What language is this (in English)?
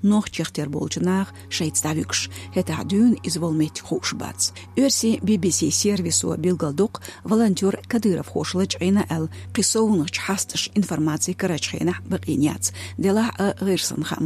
Chechen